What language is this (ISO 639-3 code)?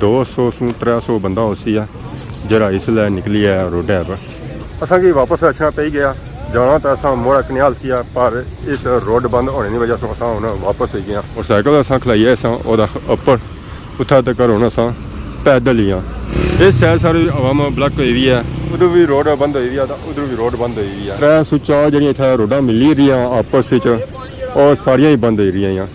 phr